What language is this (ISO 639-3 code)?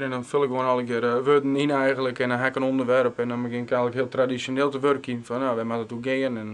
fry